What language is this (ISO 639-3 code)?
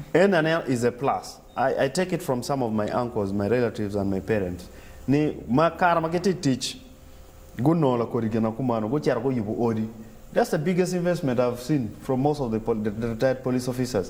ach